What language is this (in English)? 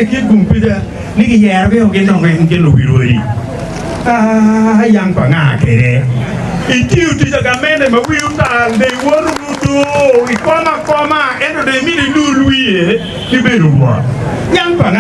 Acoli